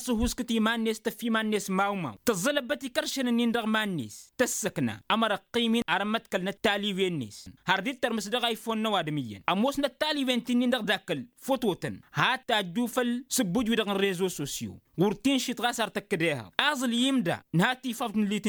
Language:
Tamasheq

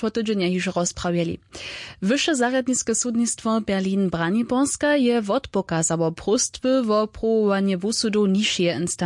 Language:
Upper Sorbian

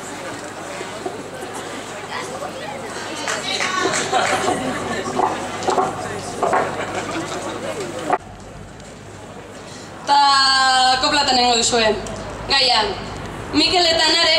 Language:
Basque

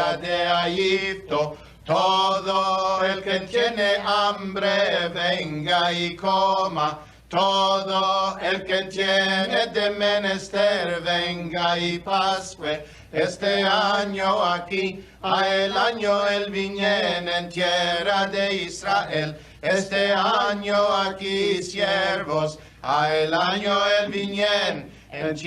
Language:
Ladino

